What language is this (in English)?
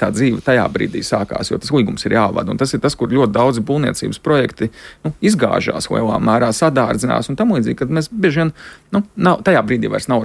Latvian